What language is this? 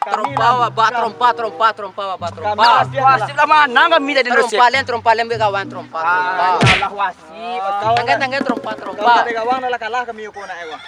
Minangkabau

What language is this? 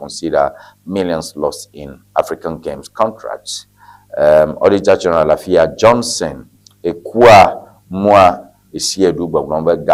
Ewe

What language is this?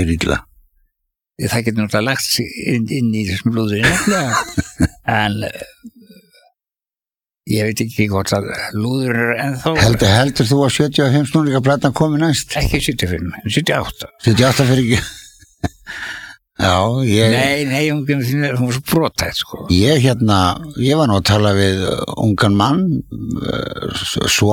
Icelandic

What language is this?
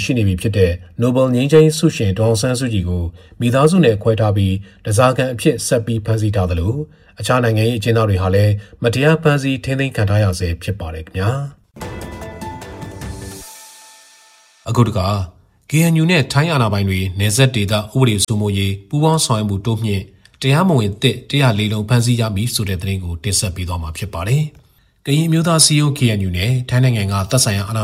Burmese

